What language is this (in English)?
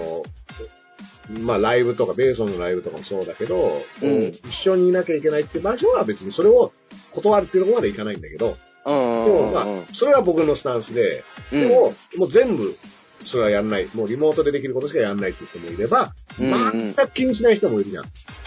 Japanese